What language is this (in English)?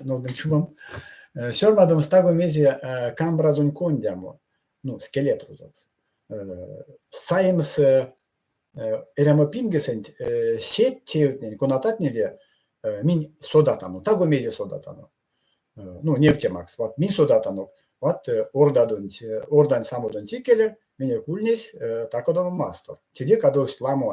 Erzya